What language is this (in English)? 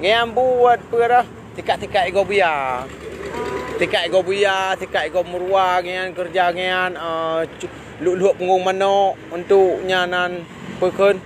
Achinese